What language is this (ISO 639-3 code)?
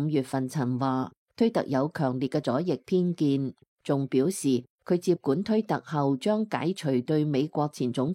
yue